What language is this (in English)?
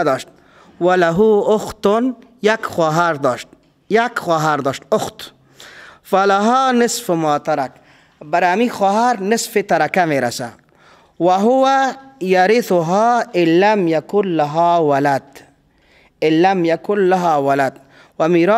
Persian